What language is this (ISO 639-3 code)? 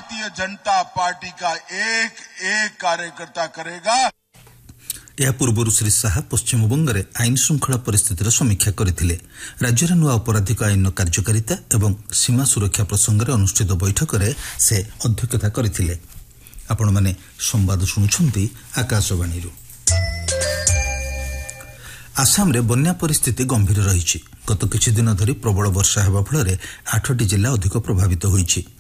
ori